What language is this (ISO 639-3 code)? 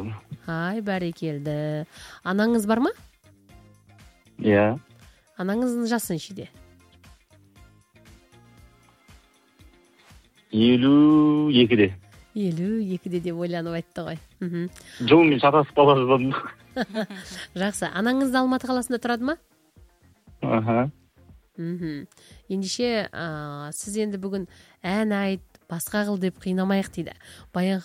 kaz